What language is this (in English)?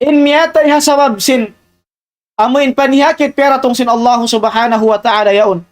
Tausug